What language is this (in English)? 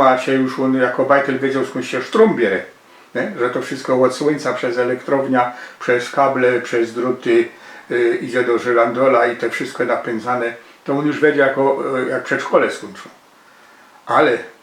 Silesian